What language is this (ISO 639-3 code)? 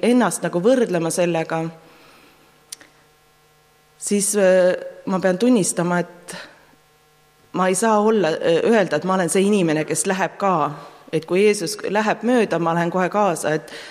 est